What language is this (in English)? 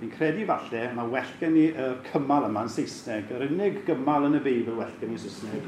Welsh